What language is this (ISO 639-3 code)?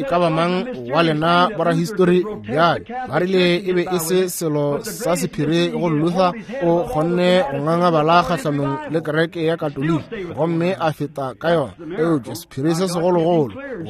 nso